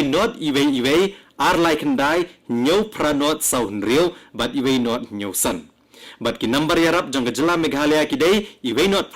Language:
Khasi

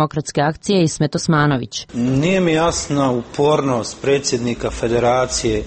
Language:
Bosnian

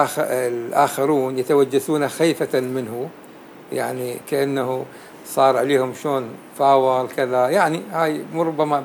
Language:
North Levantine Arabic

